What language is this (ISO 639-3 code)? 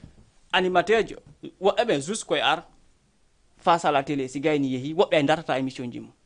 ful